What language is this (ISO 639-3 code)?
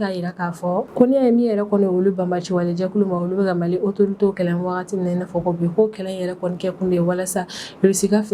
bam